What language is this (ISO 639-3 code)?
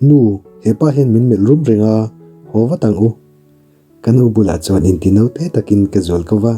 lus